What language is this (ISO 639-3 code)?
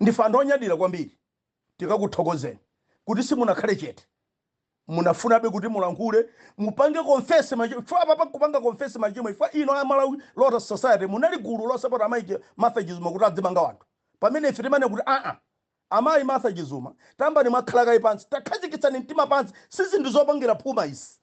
nya